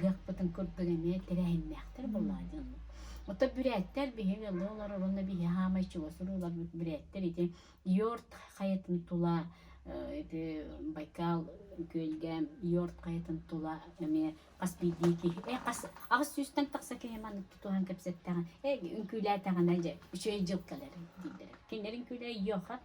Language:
Yakut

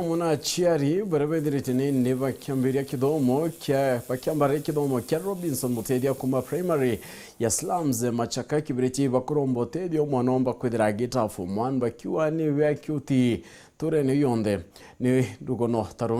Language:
Meru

